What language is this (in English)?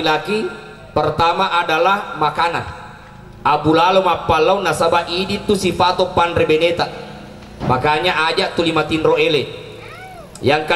Buginese